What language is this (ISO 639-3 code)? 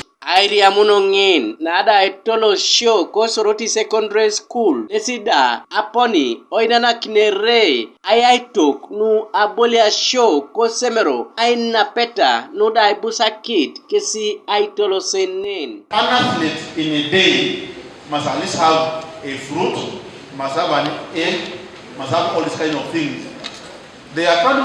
teo